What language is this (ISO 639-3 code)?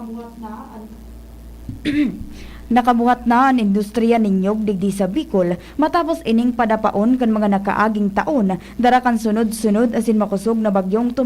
bik